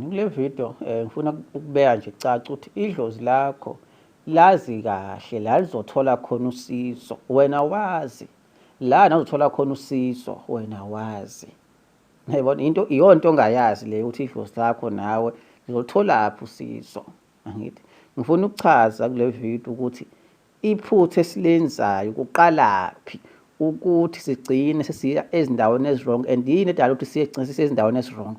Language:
Zulu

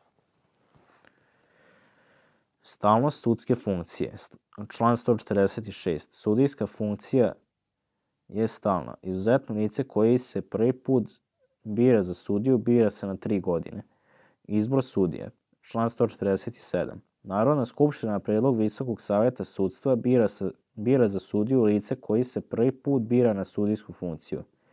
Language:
Serbian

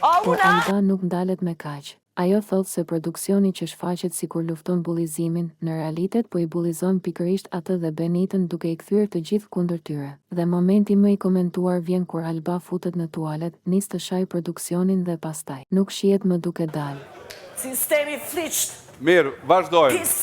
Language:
Albanian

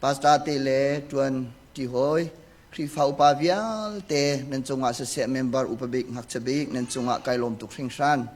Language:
Hakha Chin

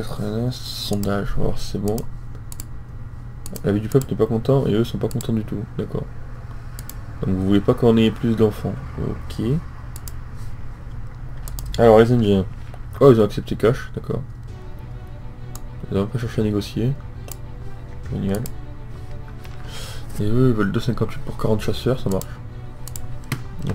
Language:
French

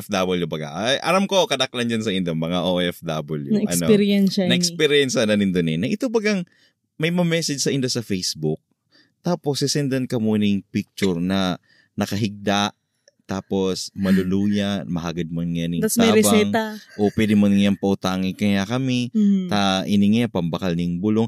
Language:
Bikol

